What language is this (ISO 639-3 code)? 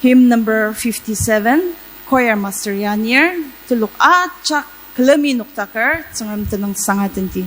njo